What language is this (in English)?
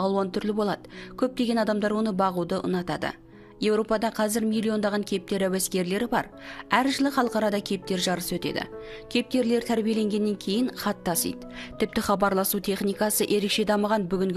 Kazakh